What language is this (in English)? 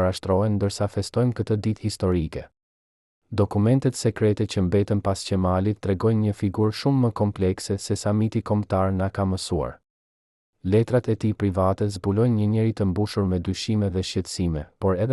Albanian